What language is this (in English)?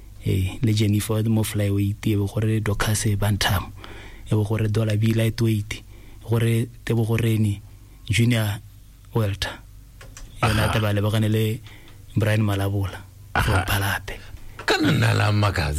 Tswana